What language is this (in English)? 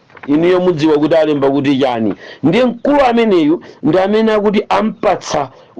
Nyanja